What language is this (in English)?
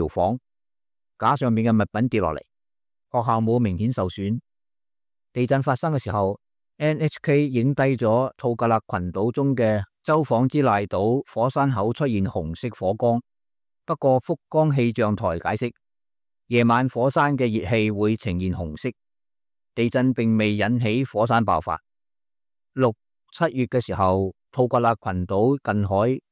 Cantonese